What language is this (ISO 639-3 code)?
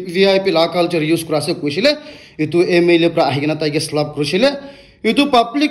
nag